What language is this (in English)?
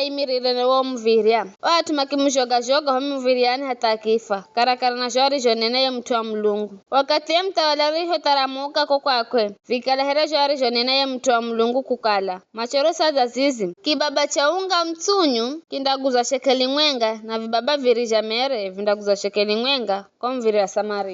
Giryama